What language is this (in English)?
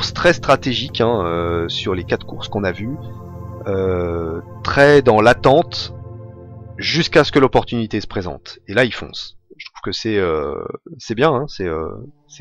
French